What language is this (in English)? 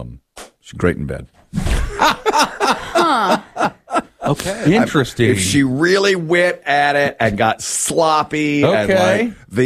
English